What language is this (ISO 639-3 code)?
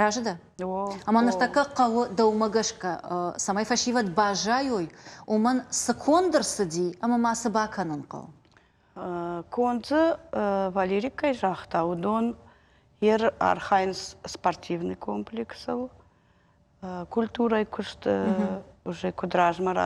oss